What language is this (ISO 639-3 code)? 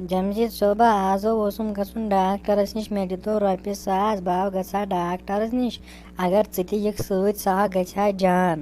kas